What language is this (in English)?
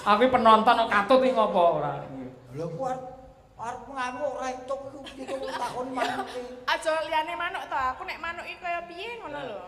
Javanese